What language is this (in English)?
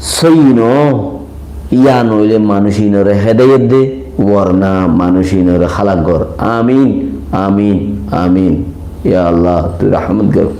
Rohingya